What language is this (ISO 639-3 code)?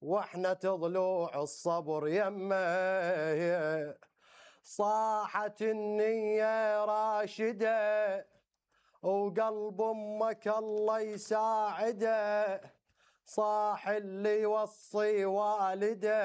acm